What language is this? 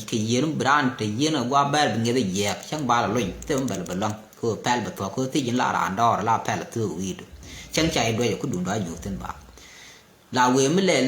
Nuer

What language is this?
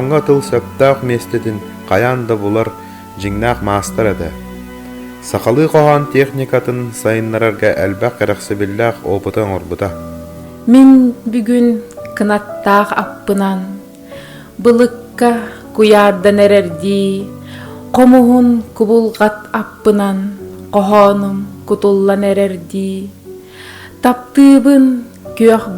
Yakut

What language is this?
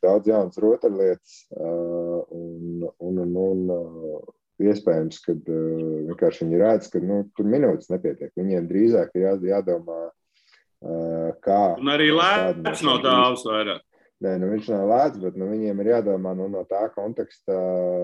Latvian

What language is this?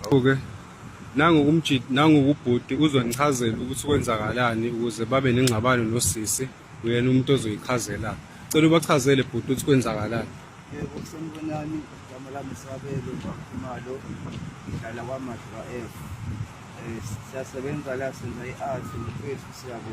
Zulu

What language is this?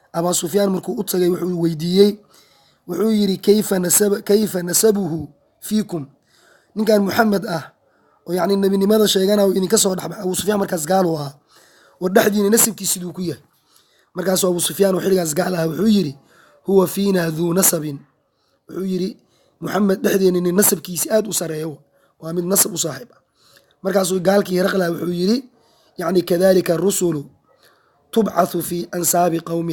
Somali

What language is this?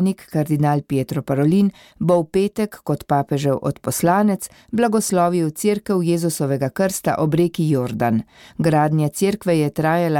Slovenian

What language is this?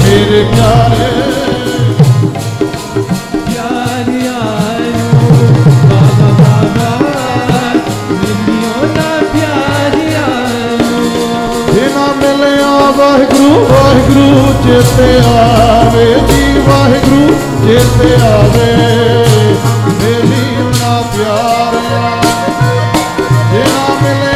Punjabi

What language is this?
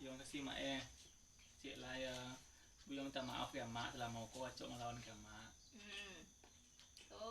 Minangkabau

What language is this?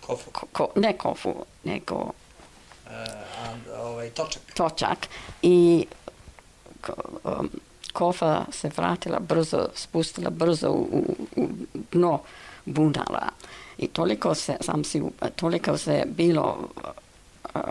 Serbian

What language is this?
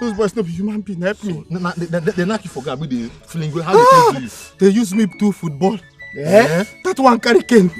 Nigerian Pidgin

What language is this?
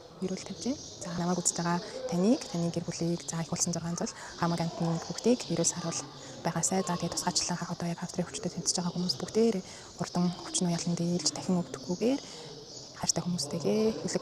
Mongolian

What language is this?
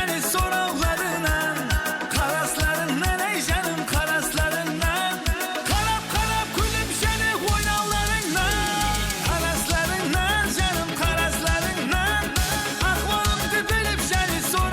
Kara-Kalpak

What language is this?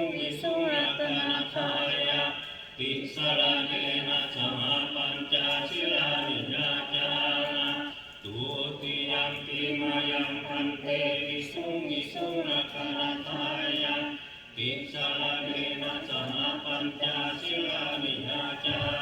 Pali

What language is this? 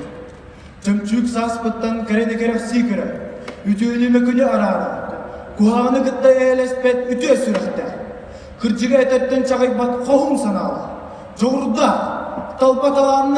Yakut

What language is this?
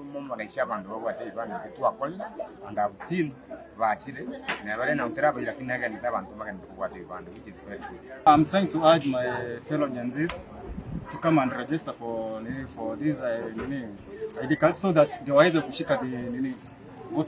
Gusii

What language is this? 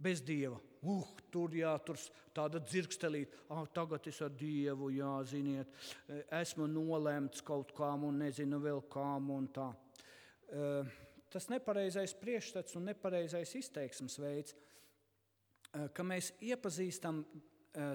Latvian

